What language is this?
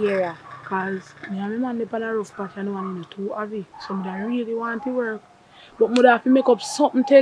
Jamaican Creole English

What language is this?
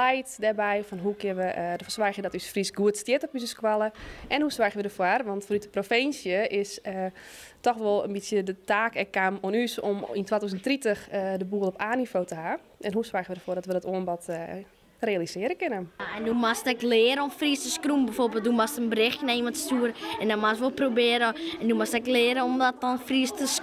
Western Frisian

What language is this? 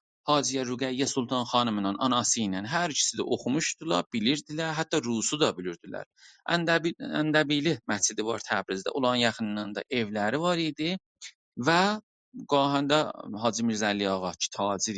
South Azerbaijani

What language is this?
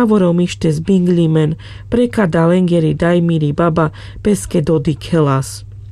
Carpathian Romani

